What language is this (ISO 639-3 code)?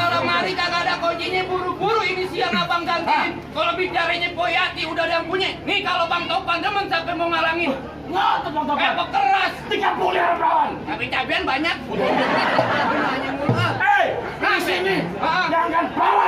bew